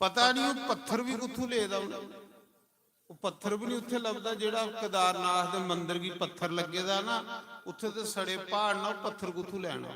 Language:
Dogri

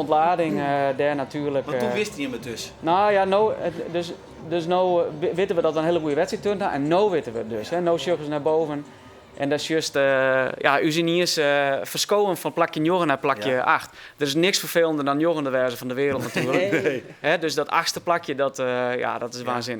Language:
Western Frisian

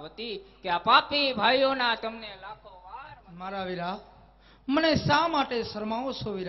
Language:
Gujarati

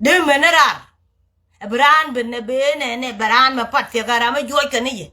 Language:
Nuer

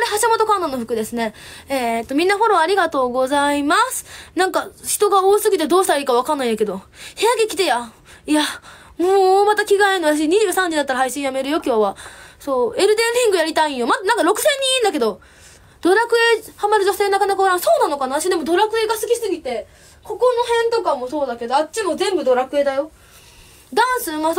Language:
Japanese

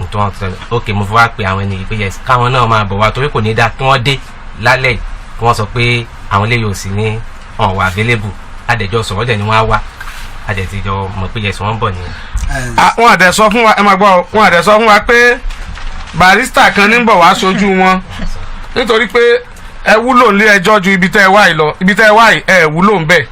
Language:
Yoruba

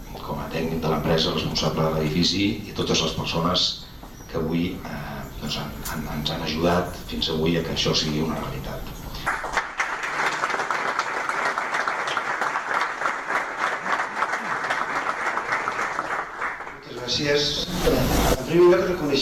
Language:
Catalan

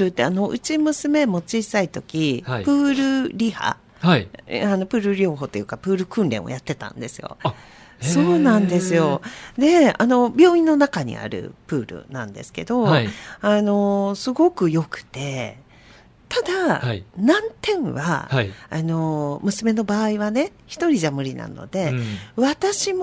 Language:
Japanese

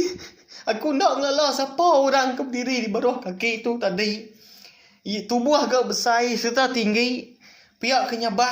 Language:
Iban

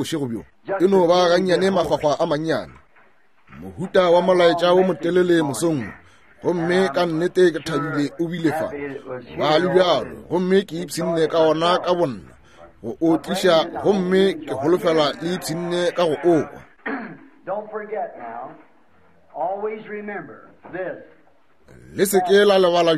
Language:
Northern Sotho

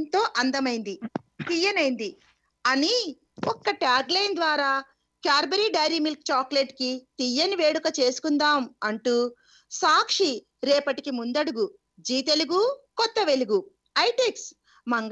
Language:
Telugu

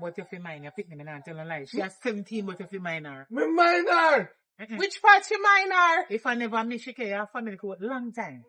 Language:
Jamaican Creole English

